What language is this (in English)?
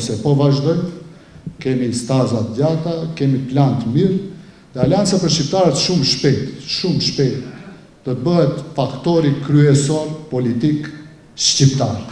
Albanian